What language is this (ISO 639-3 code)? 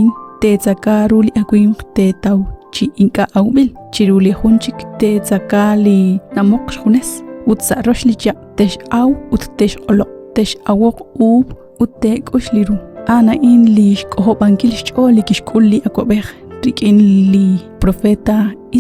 kek